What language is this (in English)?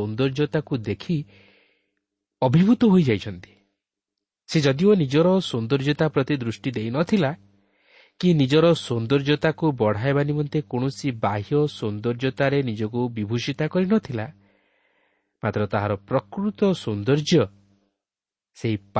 Odia